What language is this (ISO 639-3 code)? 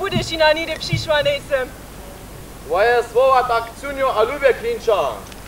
hsb